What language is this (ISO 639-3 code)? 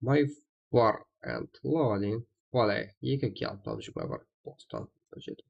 kaa